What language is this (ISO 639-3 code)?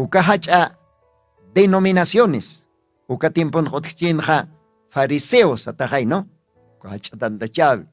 aym